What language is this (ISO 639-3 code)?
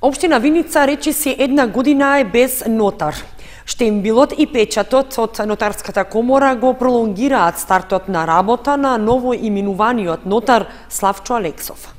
mkd